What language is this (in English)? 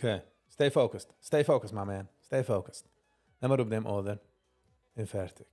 Yiddish